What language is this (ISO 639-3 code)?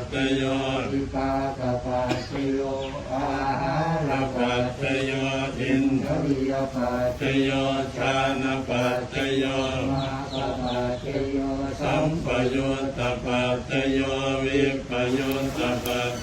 pli